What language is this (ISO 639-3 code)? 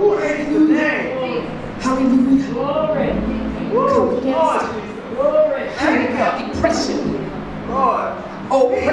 eng